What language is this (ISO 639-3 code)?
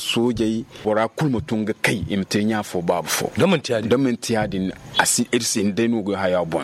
dje